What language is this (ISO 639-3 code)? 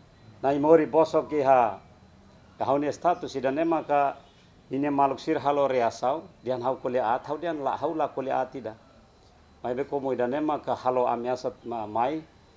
tet